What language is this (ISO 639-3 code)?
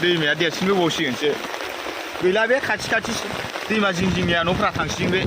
brx